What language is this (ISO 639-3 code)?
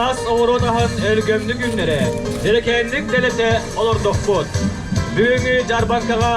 sah